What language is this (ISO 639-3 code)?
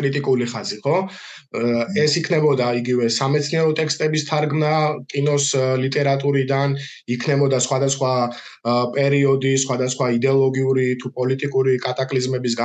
kat